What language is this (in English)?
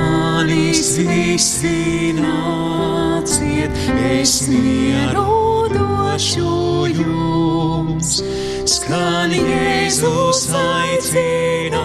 Latvian